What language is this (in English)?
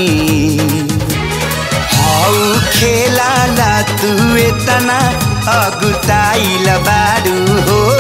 Bhojpuri